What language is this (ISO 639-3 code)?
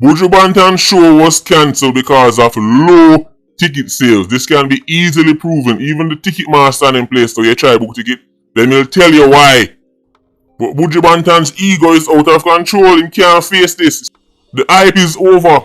jam